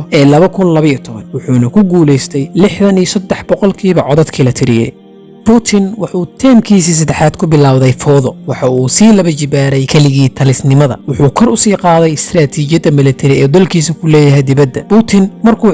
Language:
Somali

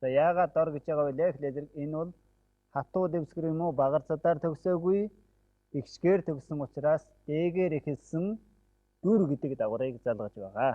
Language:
Mongolian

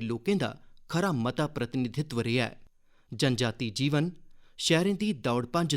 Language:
Dogri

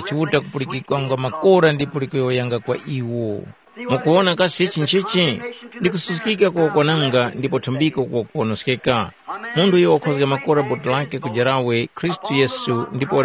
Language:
Tumbuka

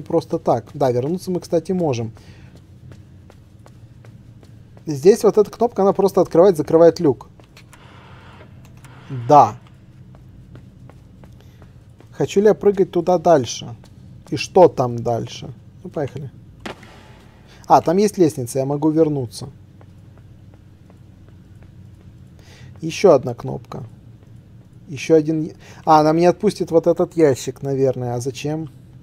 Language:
Russian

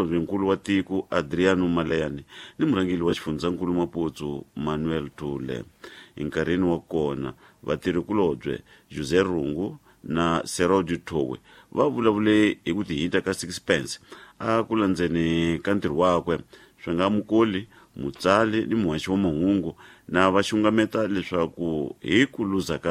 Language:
Tsonga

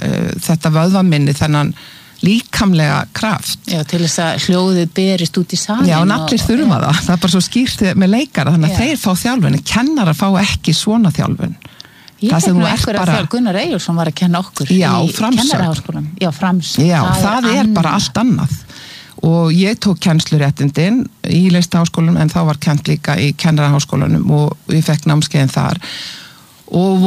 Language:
Icelandic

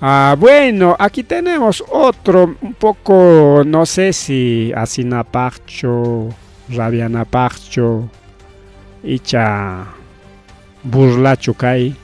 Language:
Ayacucho Quechua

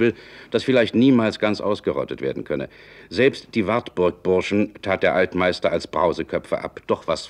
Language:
German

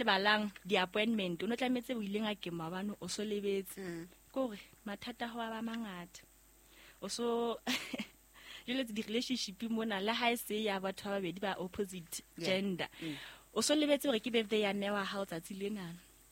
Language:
Southern Sotho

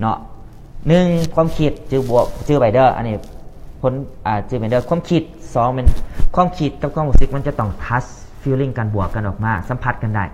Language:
Lao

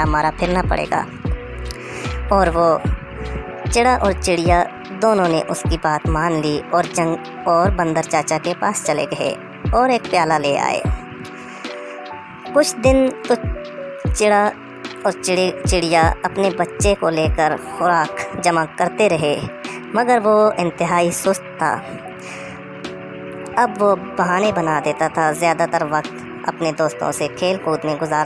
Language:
Urdu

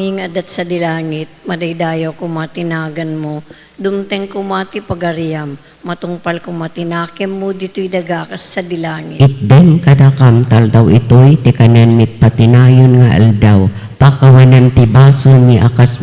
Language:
Iloko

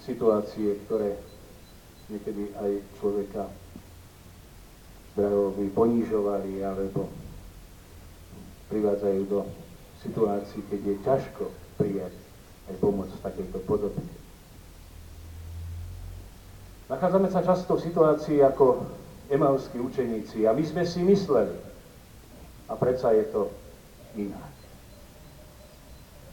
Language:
Slovak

